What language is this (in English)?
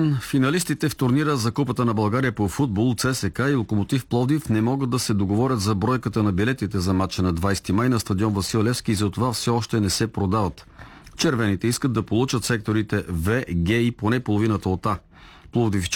Bulgarian